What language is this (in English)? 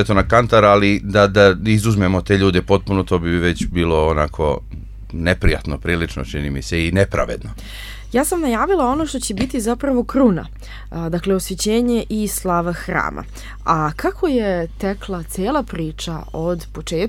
Serbian